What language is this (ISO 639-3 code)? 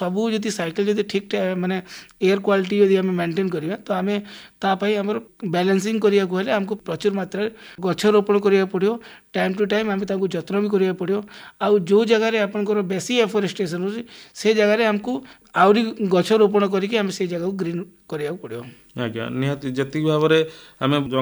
ori